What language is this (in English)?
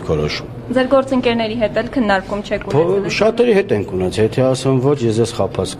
Armenian